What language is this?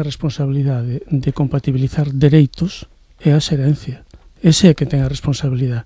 Galician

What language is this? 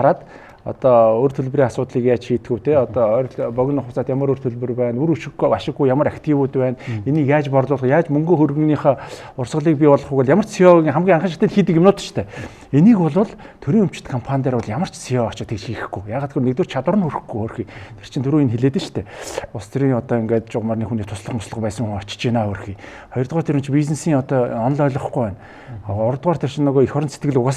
Mongolian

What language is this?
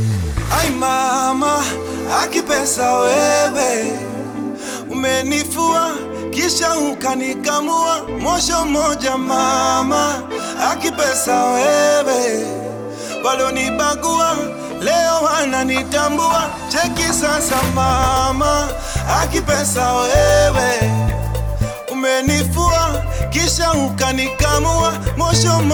Swahili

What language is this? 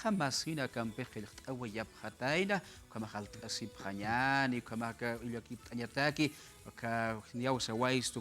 Aymara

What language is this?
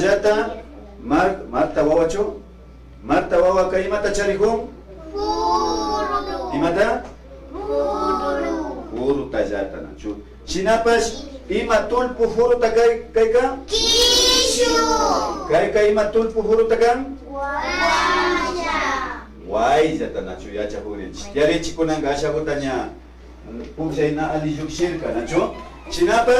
Imbabura Highland Quichua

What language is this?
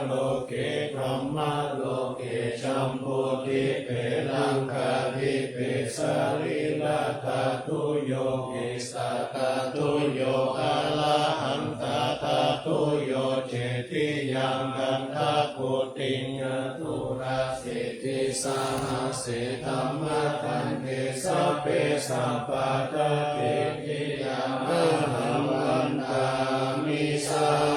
Pali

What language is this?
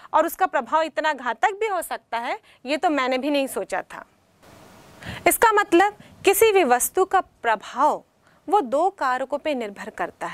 Hindi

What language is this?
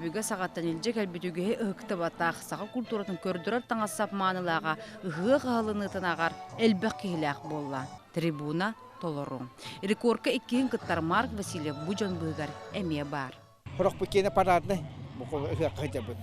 Yakut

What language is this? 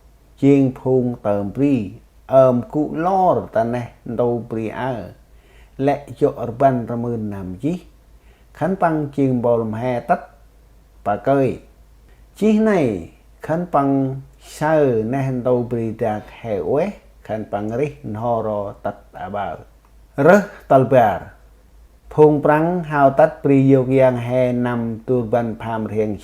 Central Mnong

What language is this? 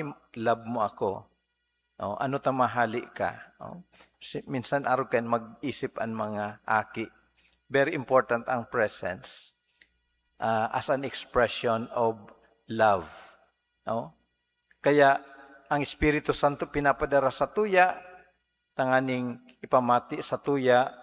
Bikol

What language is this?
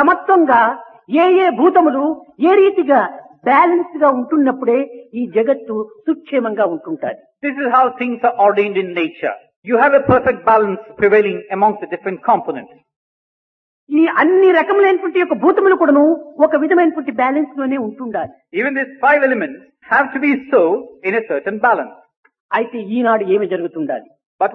Telugu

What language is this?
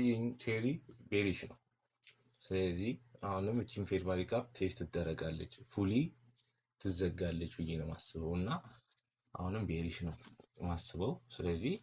Amharic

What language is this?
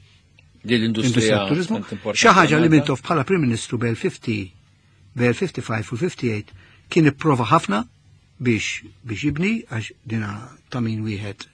Maltese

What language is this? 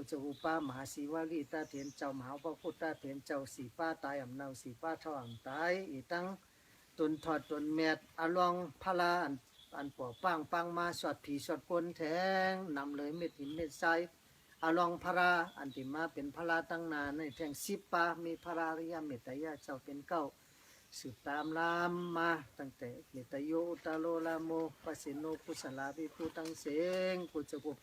Shan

